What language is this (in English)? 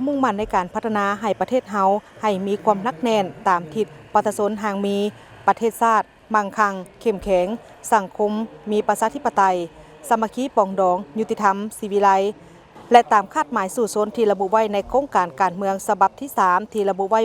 Lao